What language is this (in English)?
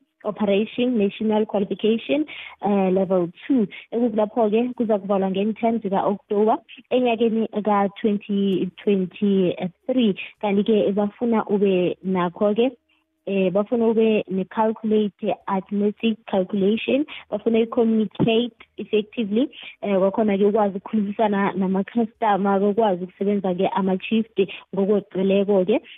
South Ndebele